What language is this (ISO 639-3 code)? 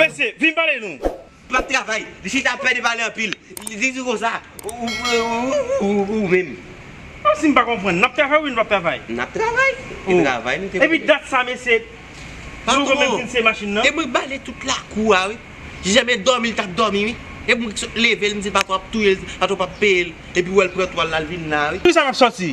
hat